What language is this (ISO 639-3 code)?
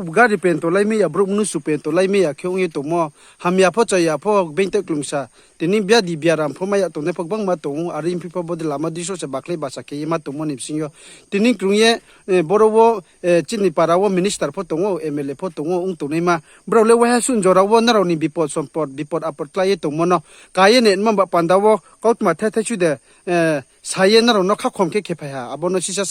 ria